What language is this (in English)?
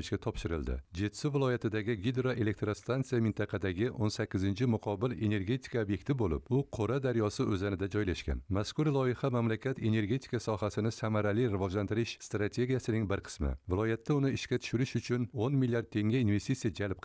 Uzbek